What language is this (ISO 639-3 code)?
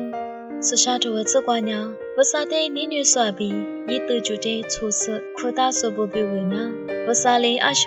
lis